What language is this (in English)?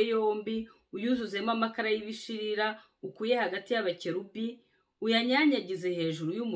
Kinyarwanda